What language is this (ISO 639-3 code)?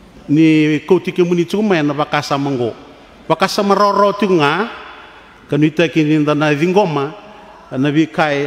fij